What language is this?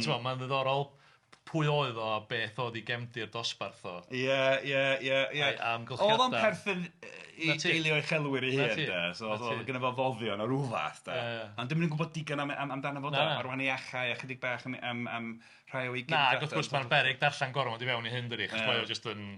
Welsh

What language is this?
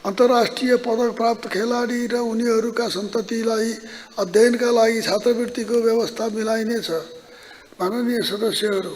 Nepali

